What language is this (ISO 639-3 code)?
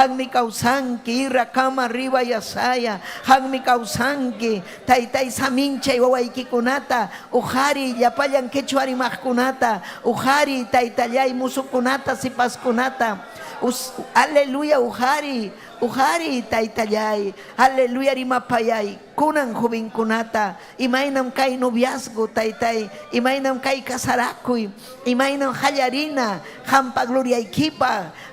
quy